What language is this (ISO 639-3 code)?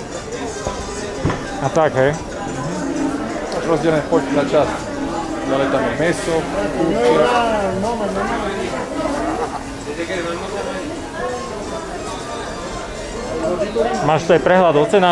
slk